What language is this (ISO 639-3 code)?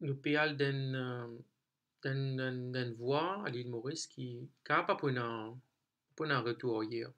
mfe